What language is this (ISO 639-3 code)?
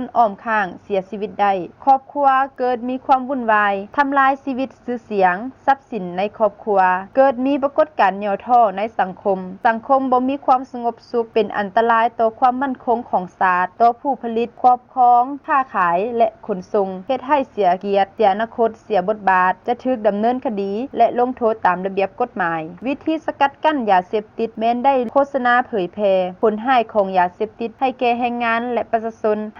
lao